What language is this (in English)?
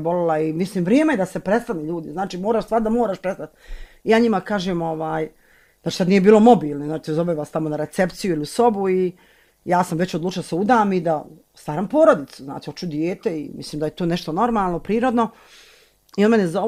Serbian